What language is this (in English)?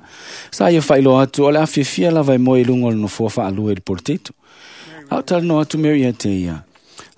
Samoan